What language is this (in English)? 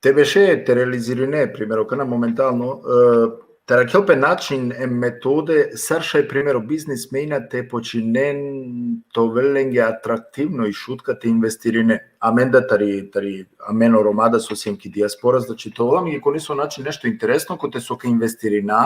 Balkan Romani